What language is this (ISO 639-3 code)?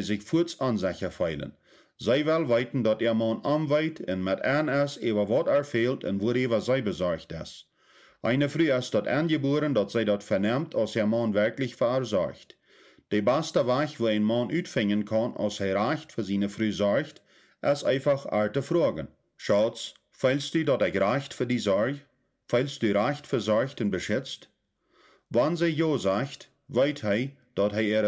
pdt